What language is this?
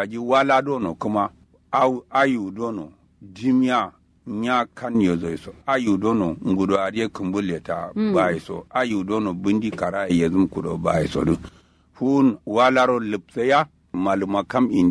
Kanuri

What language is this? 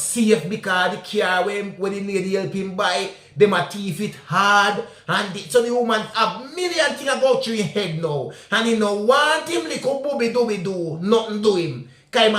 Jamaican Creole English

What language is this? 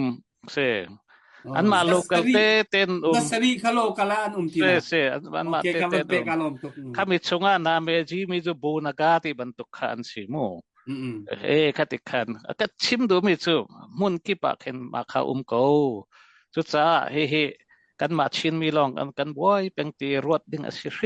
Hakha Chin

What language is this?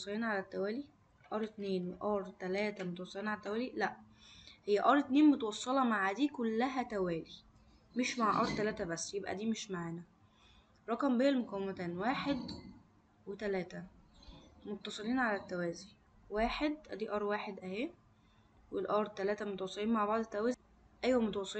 Egyptian Arabic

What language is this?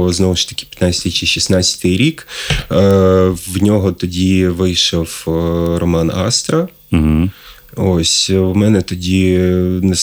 Ukrainian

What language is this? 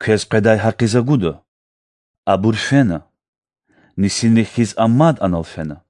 Lezghian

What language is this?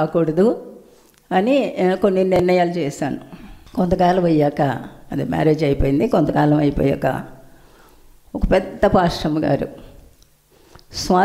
Telugu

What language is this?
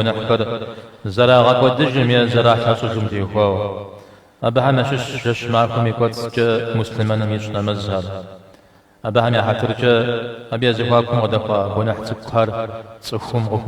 Kabardian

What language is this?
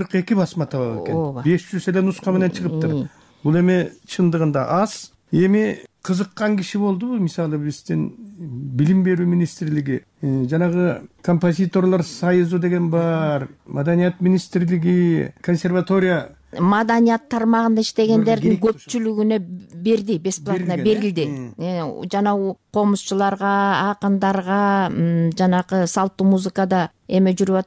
Kyrgyz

